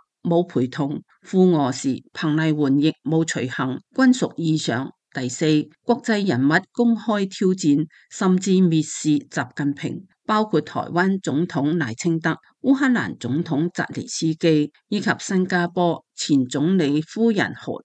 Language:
Cantonese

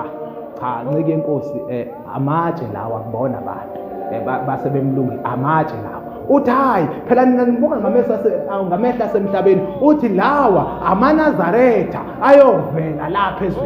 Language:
Zulu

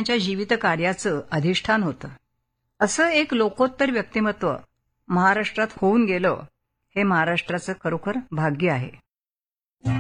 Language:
Marathi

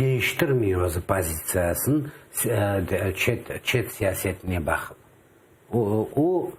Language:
Crimean Tatar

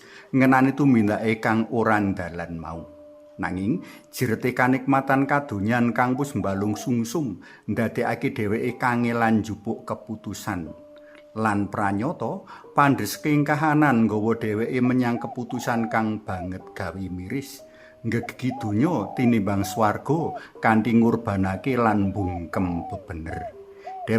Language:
Javanese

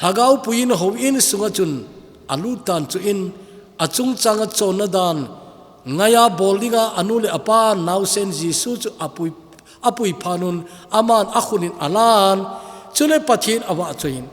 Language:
Thado Chin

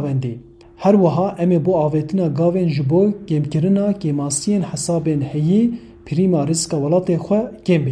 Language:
Kurdish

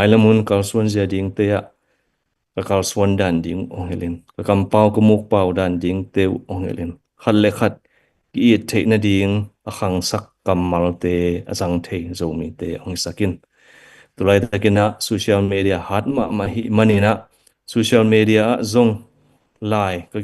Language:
Tedim Chin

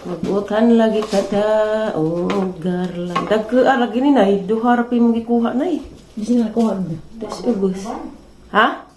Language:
Cebuano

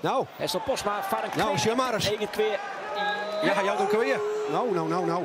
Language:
Western Frisian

